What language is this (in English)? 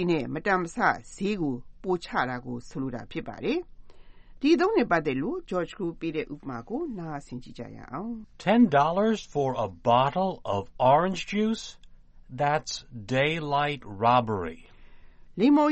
Burmese